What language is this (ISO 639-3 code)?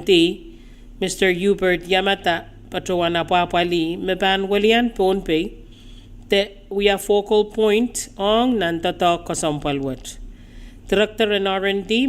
pon